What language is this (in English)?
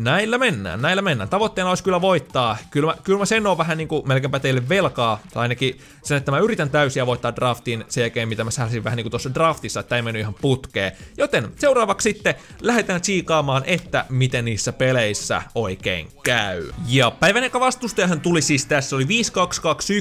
Finnish